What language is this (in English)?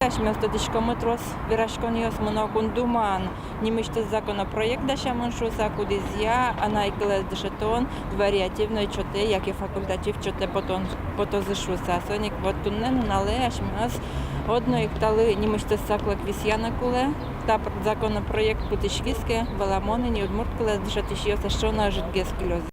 Udmurt